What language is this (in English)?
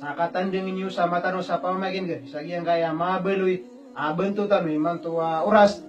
Maranao